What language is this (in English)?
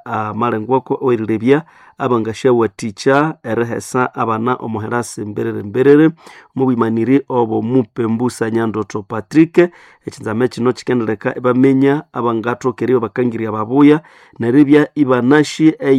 Nande